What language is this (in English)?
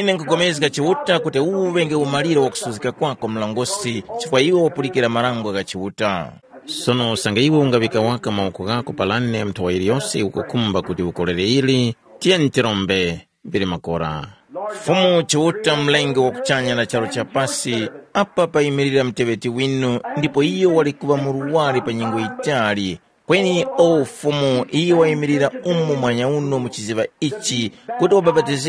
Tumbuka